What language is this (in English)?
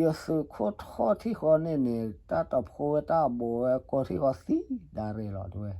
S'gaw Karen